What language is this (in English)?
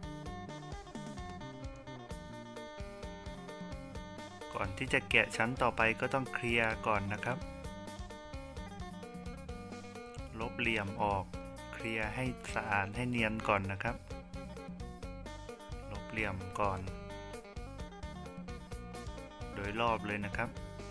Thai